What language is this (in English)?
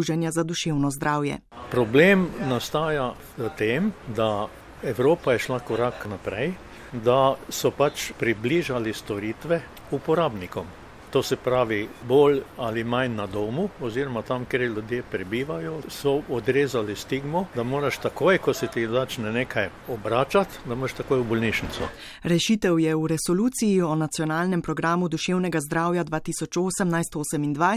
Slovenian